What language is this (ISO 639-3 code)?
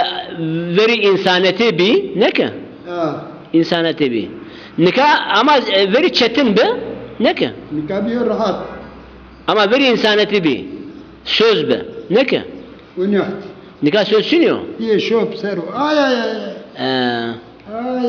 zza